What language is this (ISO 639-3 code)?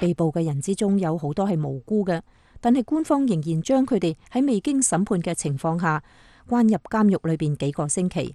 yue